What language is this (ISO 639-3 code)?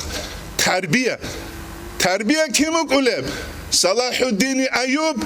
ava